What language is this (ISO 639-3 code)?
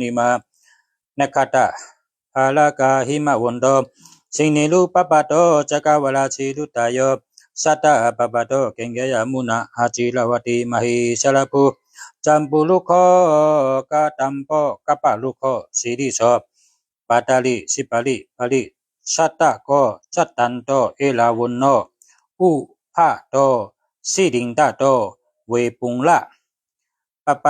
shn